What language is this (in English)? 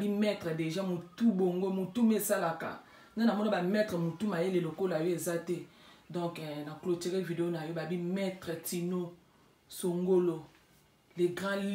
Lingala